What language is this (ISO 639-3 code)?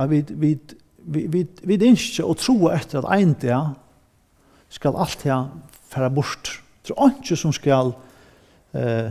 fao